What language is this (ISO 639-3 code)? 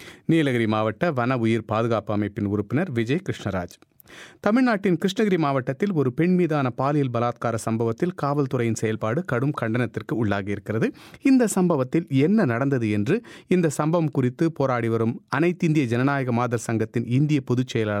tam